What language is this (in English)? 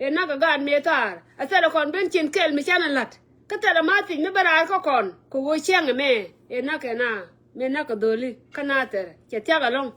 Nuer